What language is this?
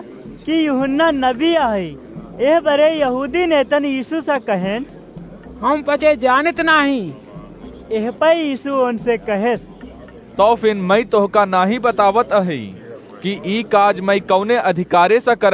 Awadhi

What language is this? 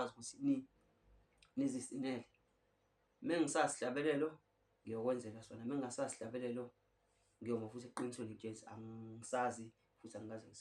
Zulu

